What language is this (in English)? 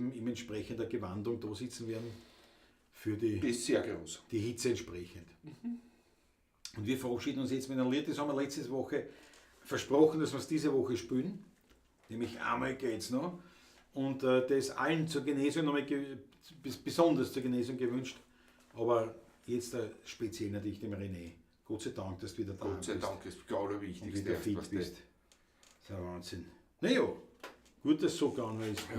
Bavarian